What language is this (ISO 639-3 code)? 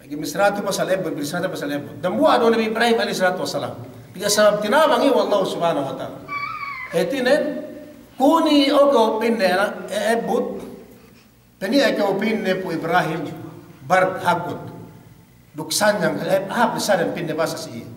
yka